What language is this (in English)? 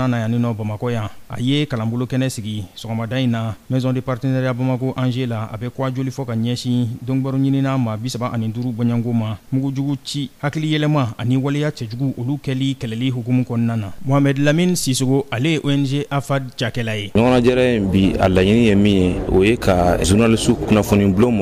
Bambara